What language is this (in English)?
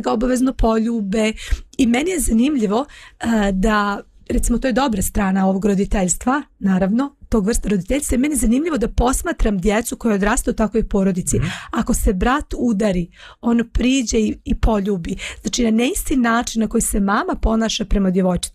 Serbian